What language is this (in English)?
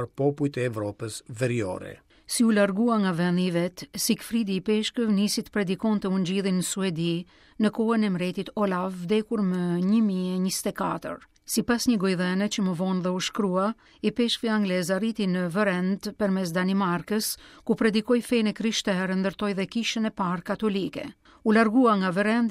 Albanian